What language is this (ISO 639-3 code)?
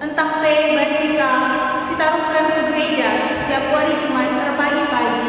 btx